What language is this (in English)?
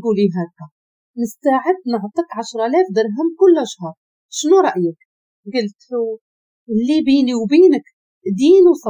Moroccan Arabic